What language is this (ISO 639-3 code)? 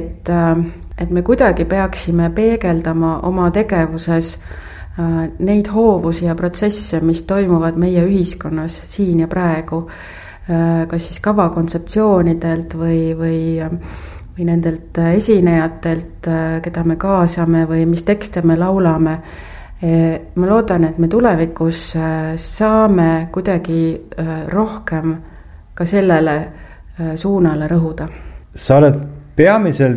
est